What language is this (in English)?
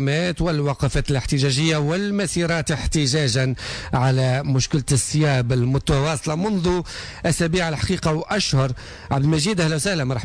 Tunisian Arabic